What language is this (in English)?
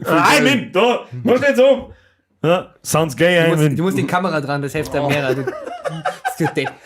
Bavarian